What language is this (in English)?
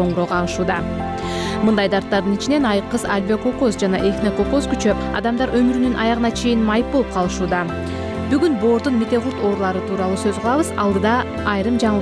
Kyrgyz